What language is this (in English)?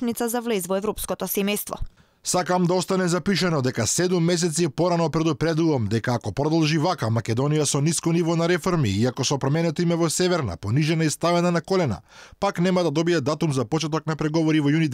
Macedonian